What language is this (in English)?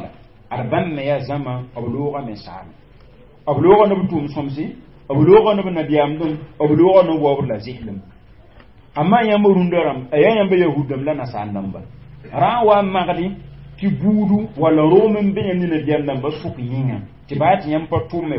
Mossi